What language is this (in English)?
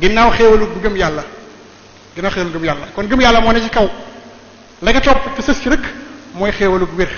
Wolof